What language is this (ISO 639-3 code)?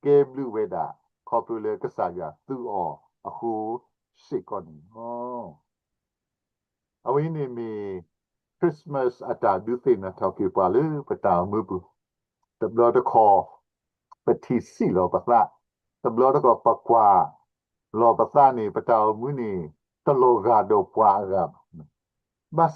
ksw